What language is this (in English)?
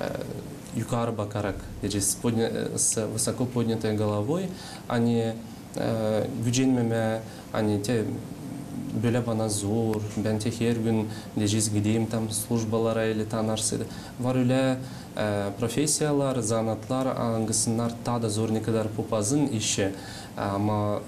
Gagauz